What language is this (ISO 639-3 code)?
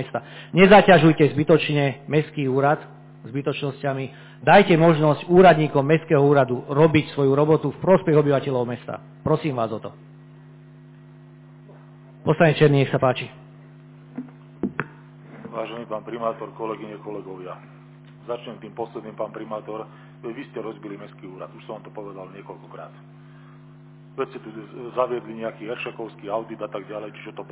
slk